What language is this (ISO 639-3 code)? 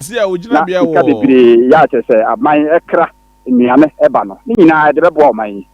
aka